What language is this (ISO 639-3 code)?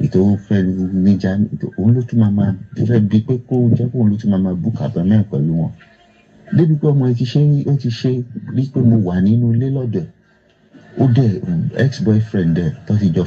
yor